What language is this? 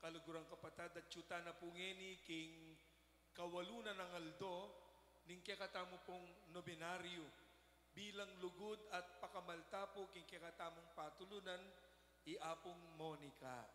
Pampanga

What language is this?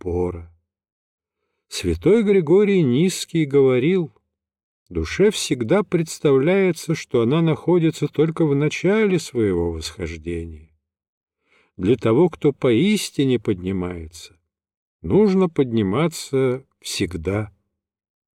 Russian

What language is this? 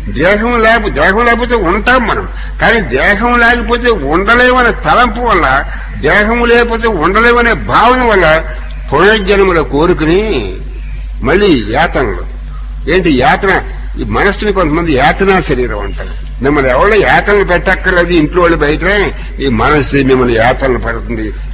Telugu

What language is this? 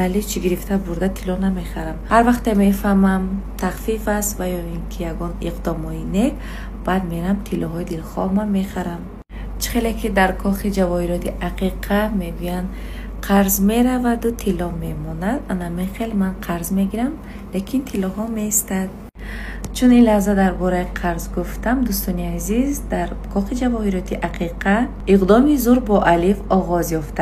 Tajik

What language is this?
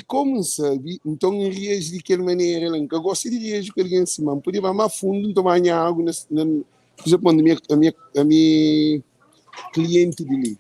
Kabuverdianu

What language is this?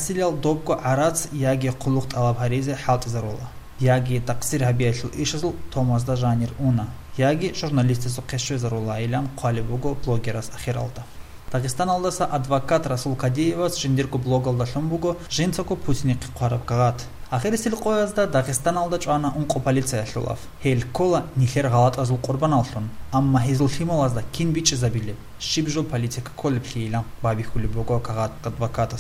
Avaric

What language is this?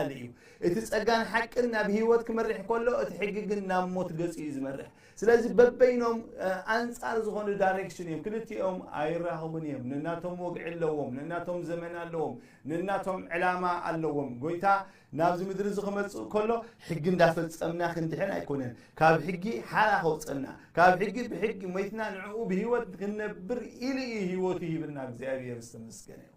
Tigrinya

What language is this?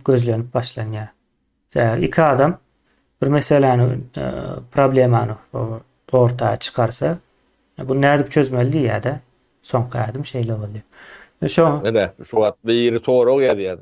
Turkmen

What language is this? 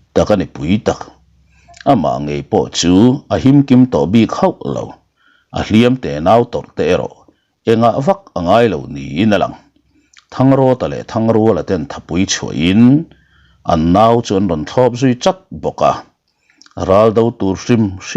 Mizo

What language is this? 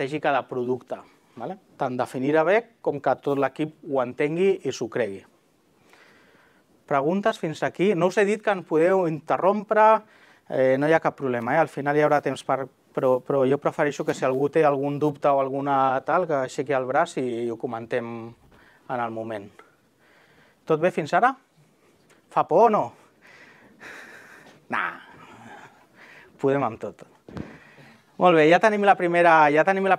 Catalan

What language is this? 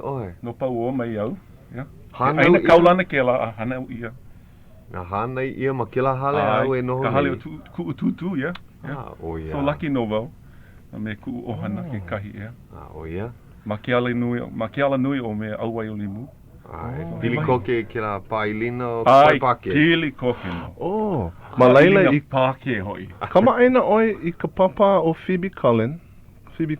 Hawaiian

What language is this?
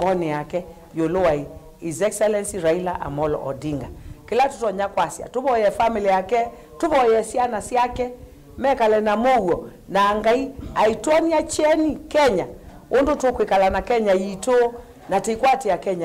Kamba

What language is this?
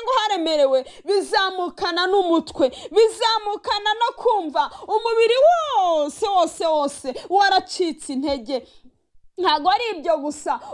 Kinyarwanda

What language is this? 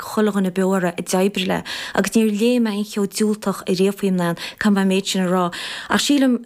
Irish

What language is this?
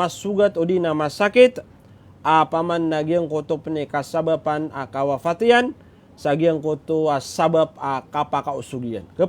Maranao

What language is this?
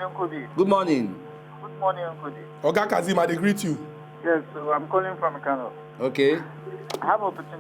Nigerian Pidgin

